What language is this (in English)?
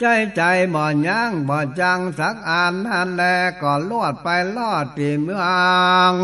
Northern Thai